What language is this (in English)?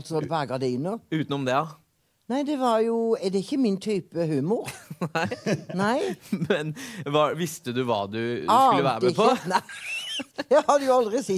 Norwegian